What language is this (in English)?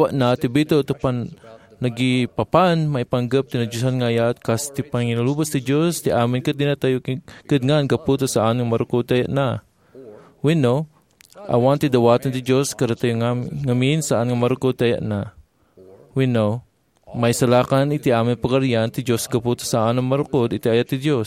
Iloko